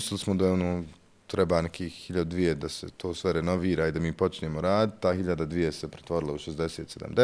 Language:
Bosnian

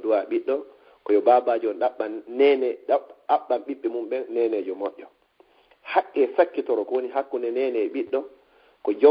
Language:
Fula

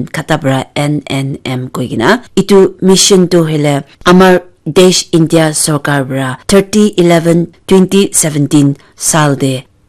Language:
Naga Pidgin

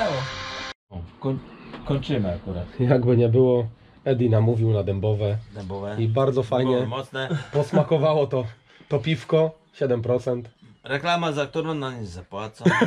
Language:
Polish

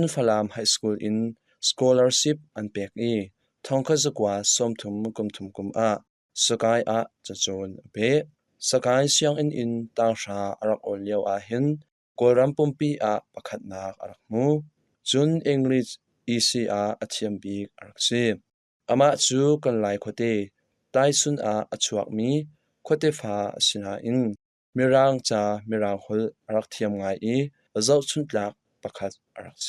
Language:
Hakha Chin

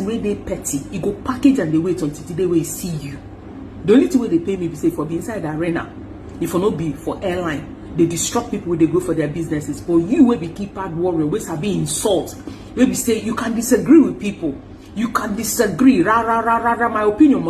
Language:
Nigerian Pidgin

